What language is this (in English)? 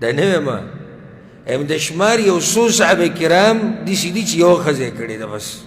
Pashto